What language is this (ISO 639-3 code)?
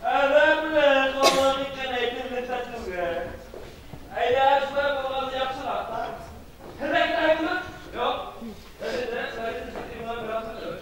bak